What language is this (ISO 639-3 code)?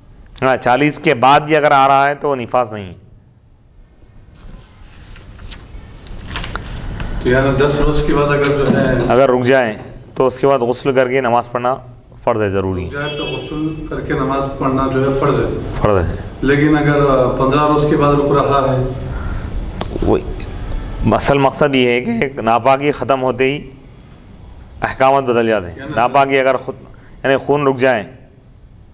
urd